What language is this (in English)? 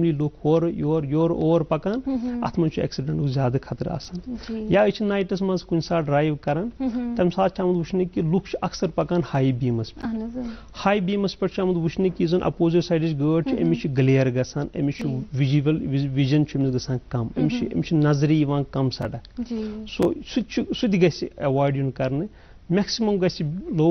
Kashmiri